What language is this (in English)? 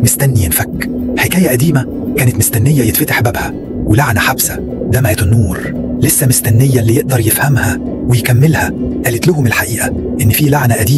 Egyptian Arabic